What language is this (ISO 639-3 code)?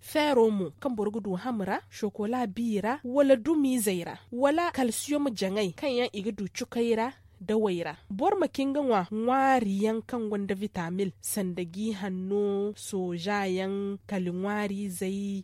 dje